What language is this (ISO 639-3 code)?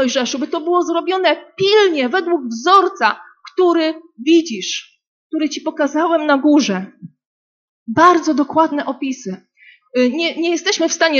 pol